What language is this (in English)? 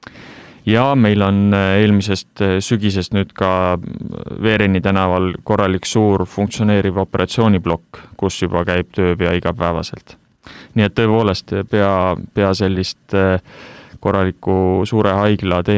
Estonian